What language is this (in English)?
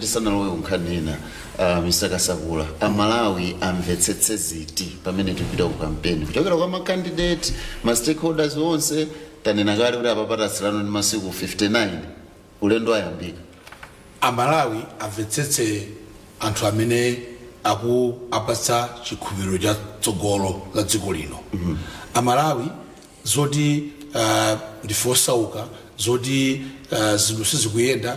Nyanja